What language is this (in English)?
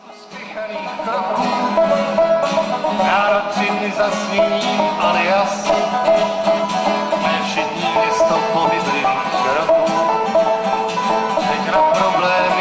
Czech